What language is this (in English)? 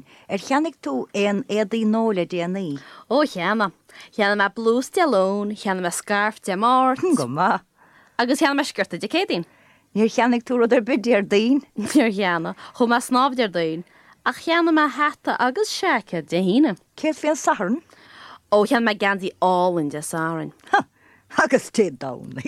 Irish